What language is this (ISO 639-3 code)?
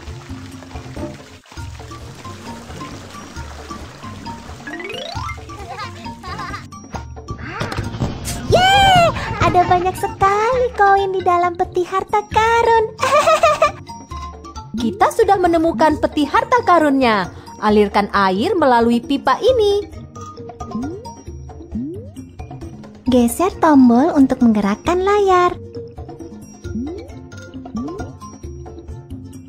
ind